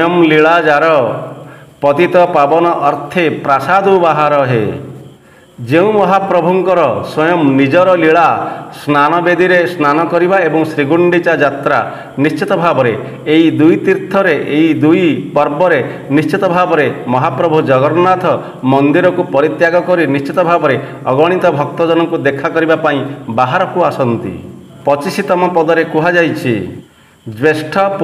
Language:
Odia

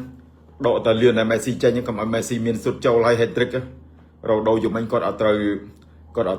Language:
Khmer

